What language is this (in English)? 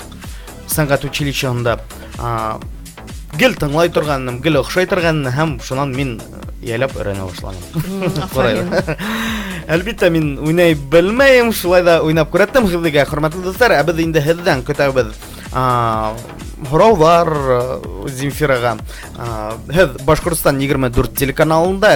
Bashkir